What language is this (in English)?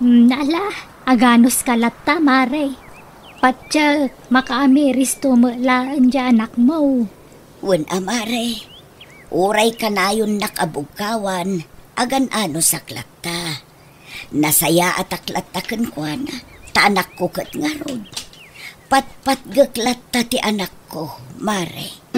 Iloko